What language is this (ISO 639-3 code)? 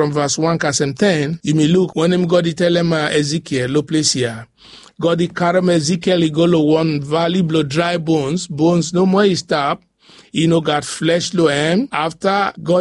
bis